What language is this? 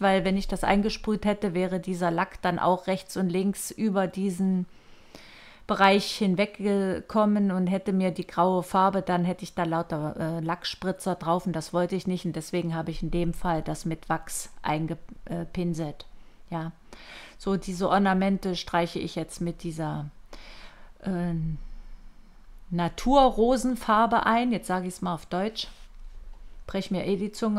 German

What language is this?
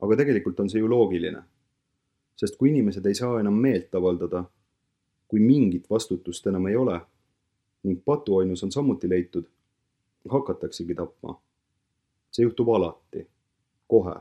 Estonian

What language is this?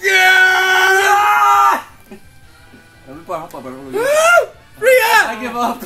Faroese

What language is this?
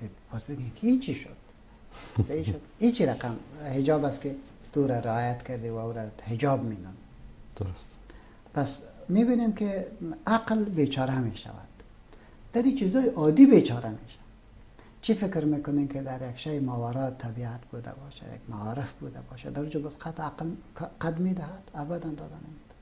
Persian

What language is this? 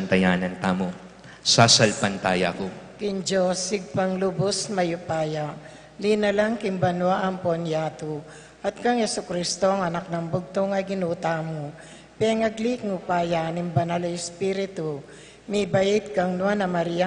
Pampanga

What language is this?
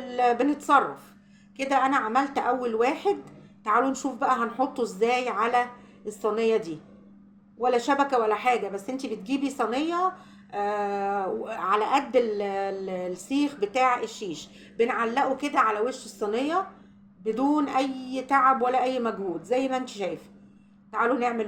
Egyptian Arabic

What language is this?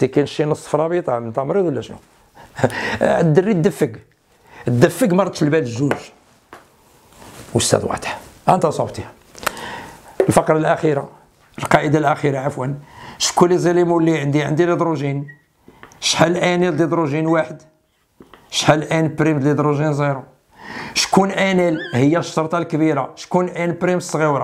Moroccan Arabic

